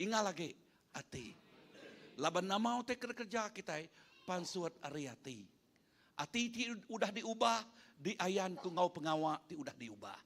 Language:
Iban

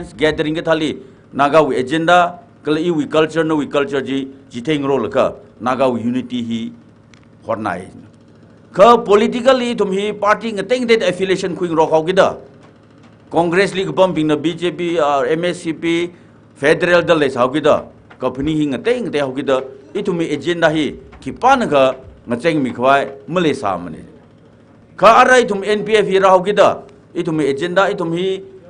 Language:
Tangkhul Naga (India)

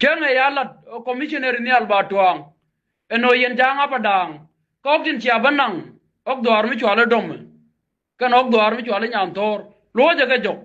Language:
Nuer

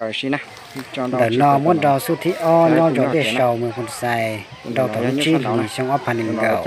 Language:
Hmong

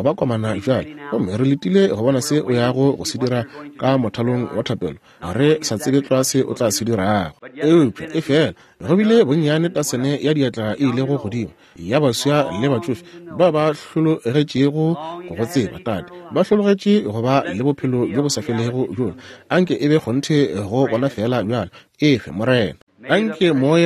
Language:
Northern Sotho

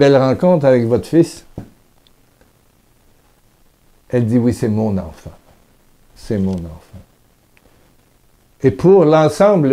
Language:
French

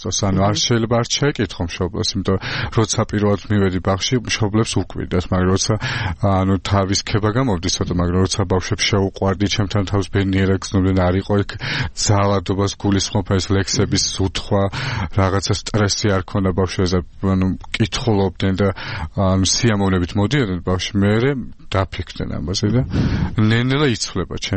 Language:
Georgian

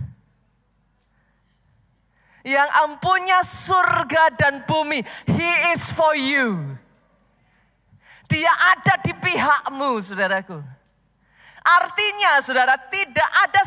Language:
Indonesian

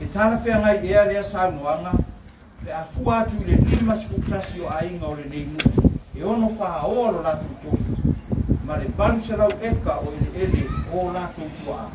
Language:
Samoan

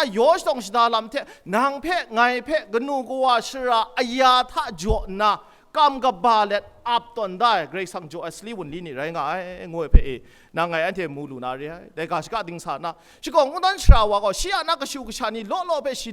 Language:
Kachin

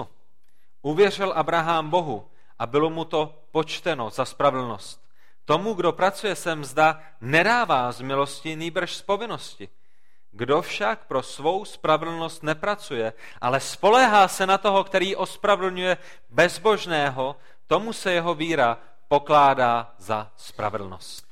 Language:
Czech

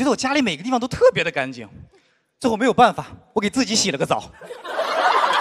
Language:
Chinese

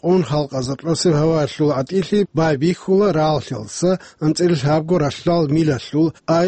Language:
Avaric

